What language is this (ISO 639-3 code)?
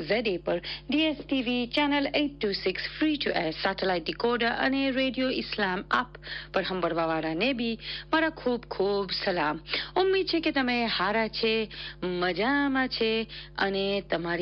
guj